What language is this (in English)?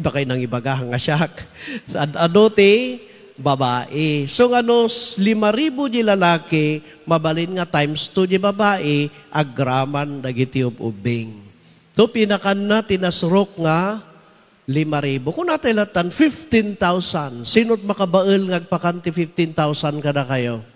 Iloko